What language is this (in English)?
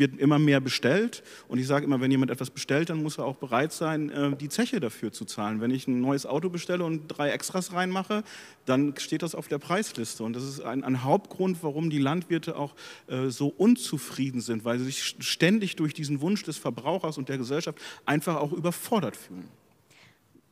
German